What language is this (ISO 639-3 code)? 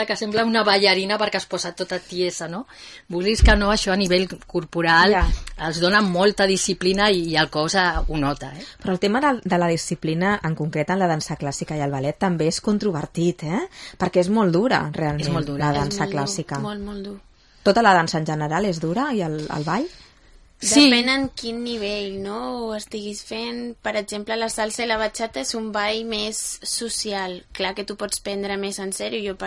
cat